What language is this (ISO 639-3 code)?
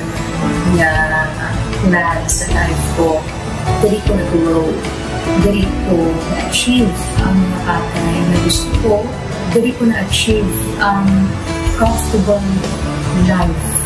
hil